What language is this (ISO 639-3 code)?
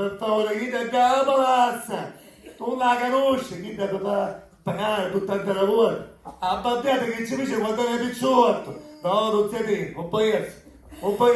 scn